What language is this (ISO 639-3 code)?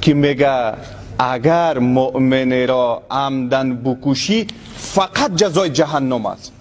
tgk